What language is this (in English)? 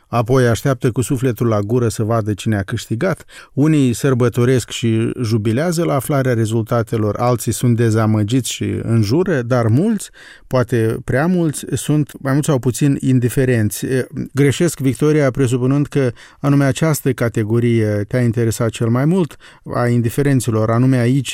Romanian